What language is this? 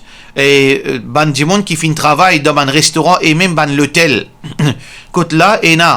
Morisyen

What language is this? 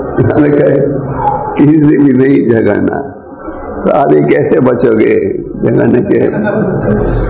Hindi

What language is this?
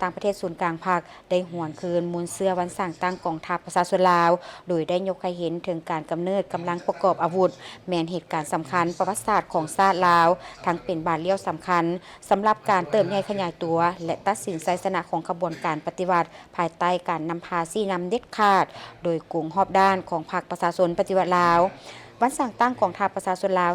Lao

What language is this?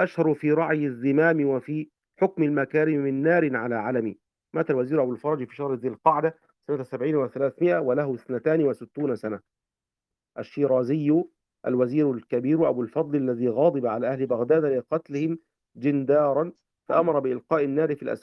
Arabic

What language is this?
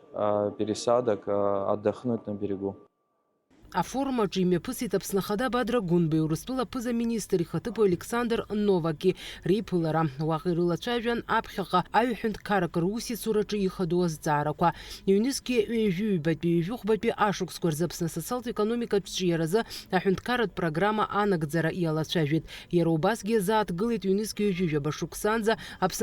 Abkhazian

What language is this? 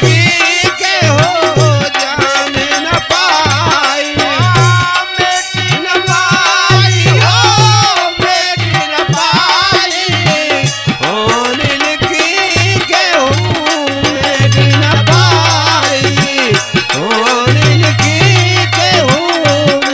Bhojpuri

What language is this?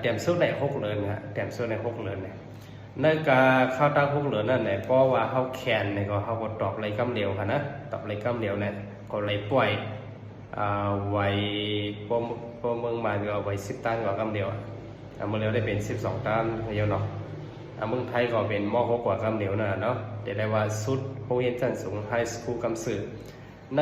Shan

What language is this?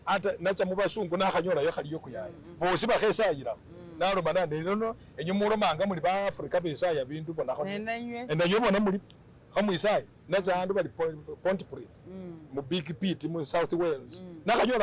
Masaaba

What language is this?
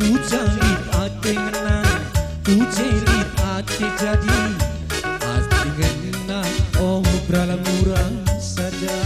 Batak Karo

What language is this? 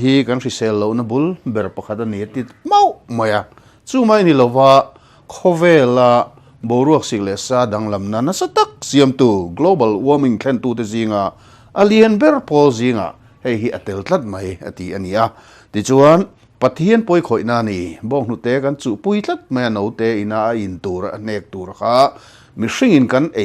Mizo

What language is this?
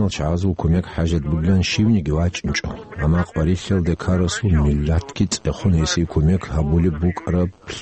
Avaric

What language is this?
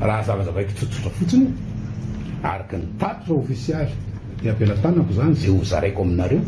Malagasy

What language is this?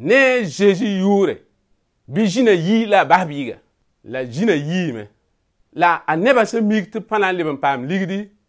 Mossi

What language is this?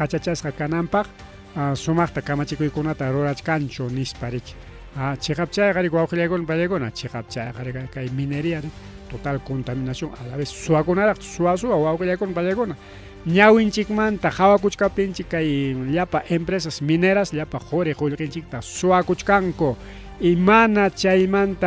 Ayacucho Quechua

